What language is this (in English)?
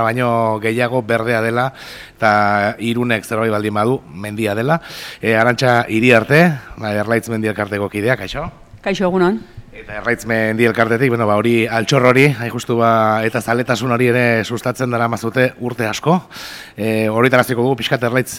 Basque